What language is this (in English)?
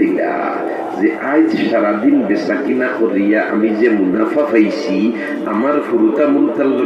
Sylheti